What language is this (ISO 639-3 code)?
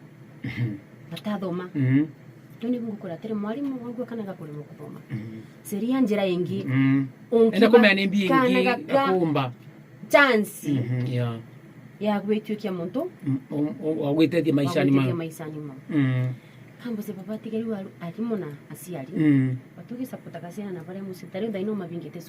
mer